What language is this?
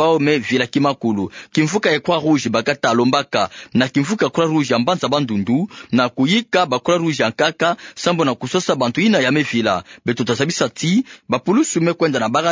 Kituba (Democratic Republic of Congo)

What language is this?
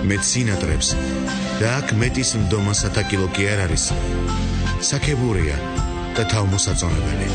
Georgian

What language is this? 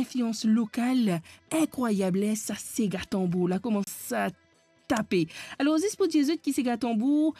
Morisyen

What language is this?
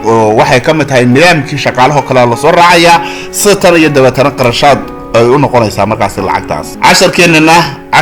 Somali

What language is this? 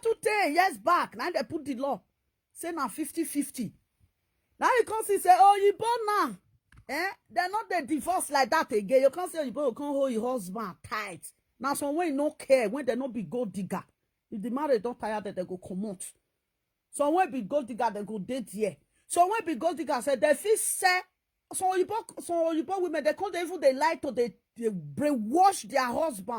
Nigerian Pidgin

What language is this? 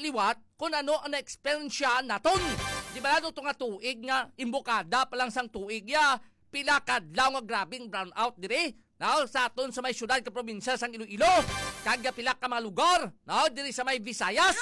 Hiligaynon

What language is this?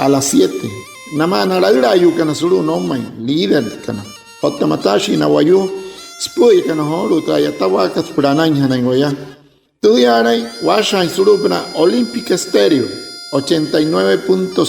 Wayuu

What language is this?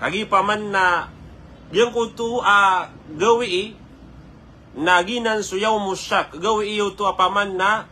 Maranao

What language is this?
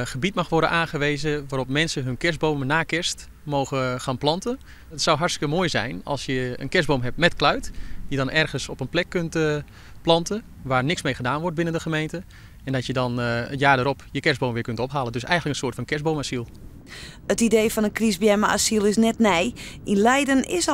Western Frisian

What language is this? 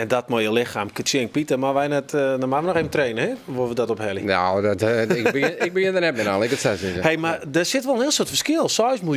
Western Frisian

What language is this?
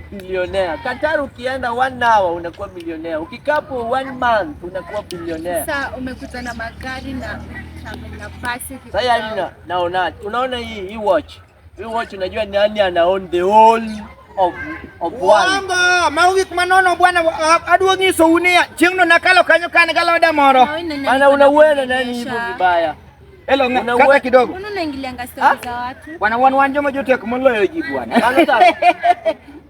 Luo (Kenya and Tanzania)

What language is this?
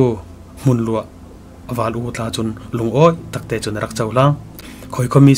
Falam Chin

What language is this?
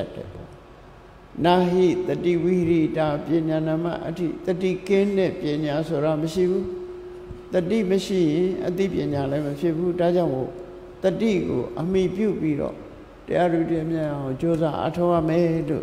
Burmese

